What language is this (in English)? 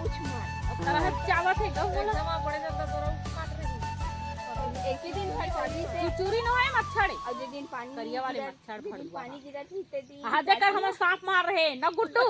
Chhattisgarhi